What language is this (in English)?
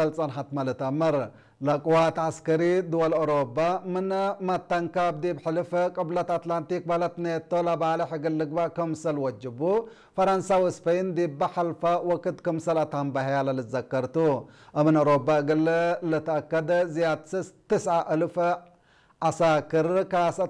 Tigre